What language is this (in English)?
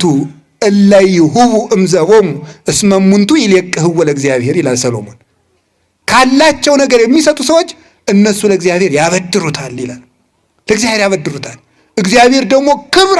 Amharic